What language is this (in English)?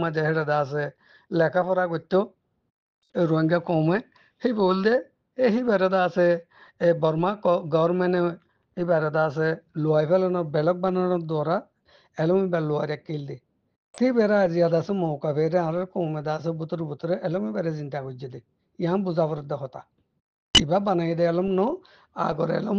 Rohingya